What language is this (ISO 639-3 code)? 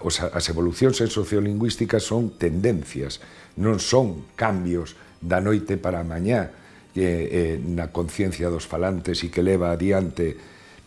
glg